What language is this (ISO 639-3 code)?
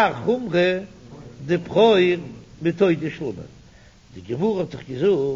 yid